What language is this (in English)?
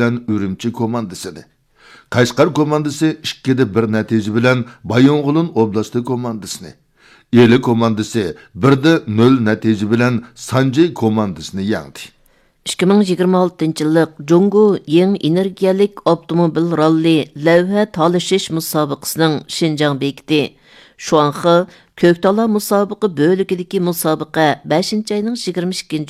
Uyghur